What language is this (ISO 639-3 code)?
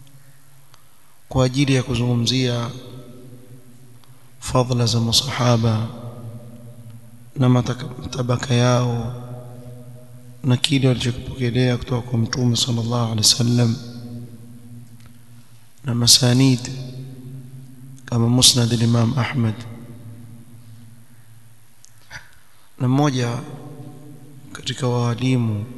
swa